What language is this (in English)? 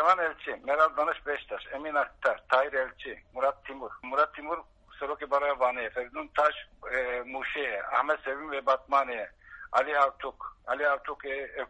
Kurdish